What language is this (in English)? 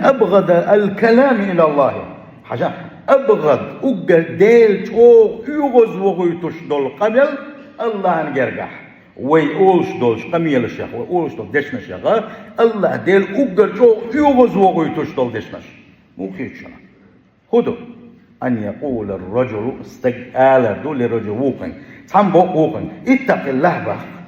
Chechen